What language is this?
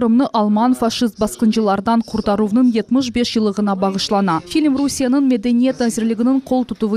Crimean Tatar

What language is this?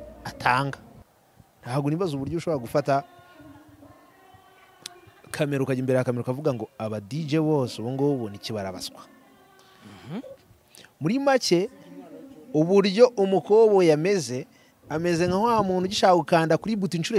Kinyarwanda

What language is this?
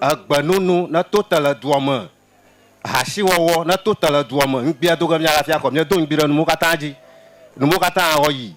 Ewe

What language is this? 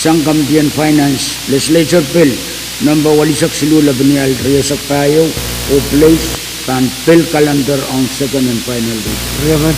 Pohnpeian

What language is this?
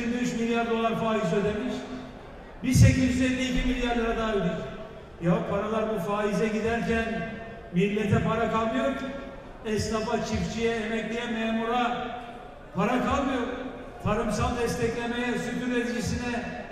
Turkish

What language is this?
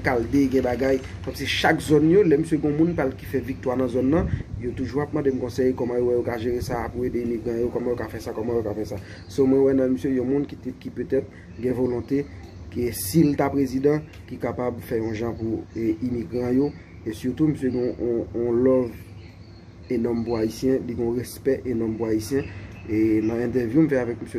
Haitian Creole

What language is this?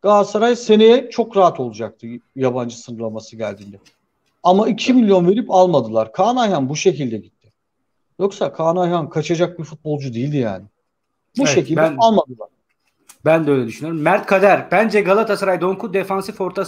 Turkish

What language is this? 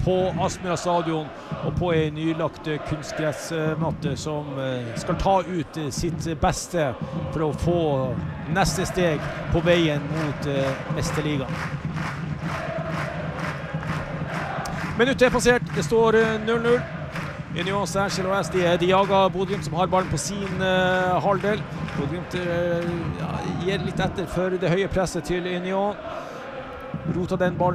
Norwegian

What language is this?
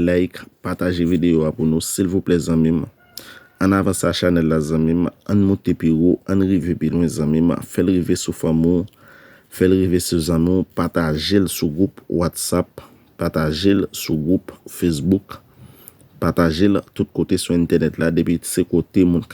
Haitian Creole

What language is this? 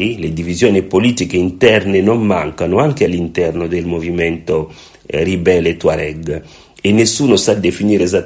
Italian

